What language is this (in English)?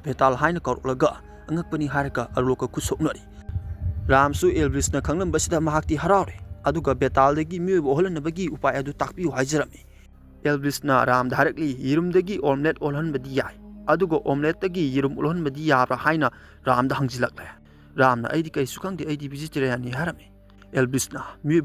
Manipuri